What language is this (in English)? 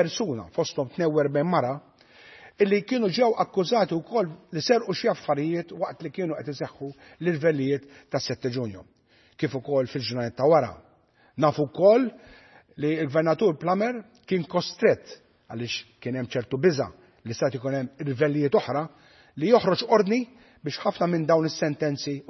Maltese